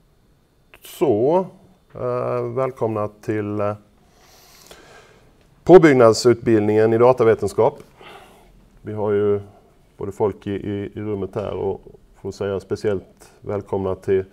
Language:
Swedish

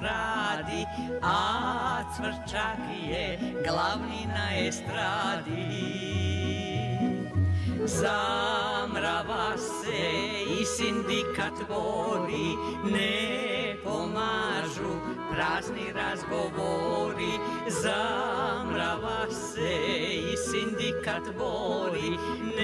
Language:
Serbian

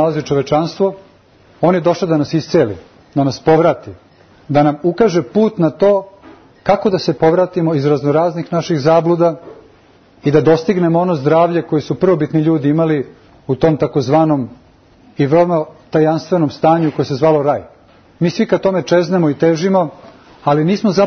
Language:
Serbian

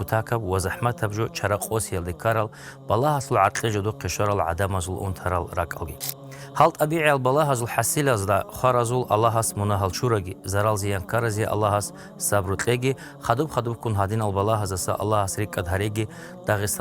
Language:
Avaric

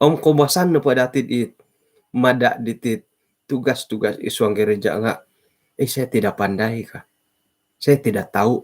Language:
Central Dusun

